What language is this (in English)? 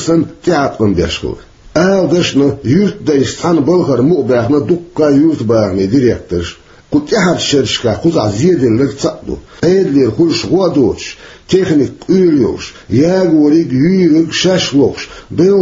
Chechen